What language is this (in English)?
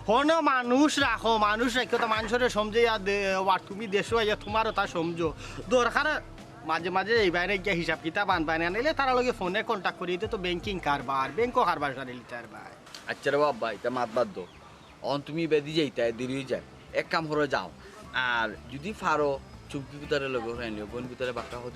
Sylheti